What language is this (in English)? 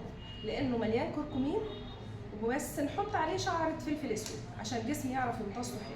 Egyptian Arabic